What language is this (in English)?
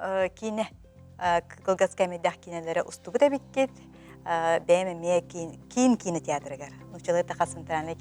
Yakut